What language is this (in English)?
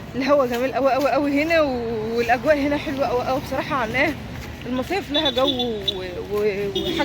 Egyptian Arabic